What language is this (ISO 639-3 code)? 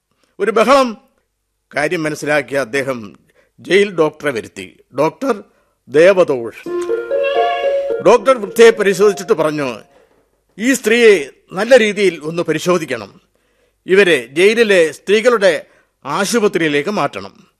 mal